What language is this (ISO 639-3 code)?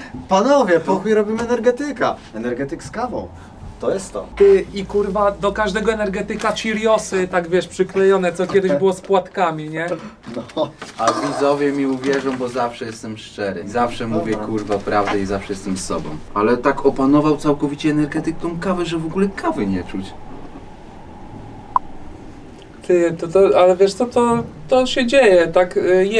pol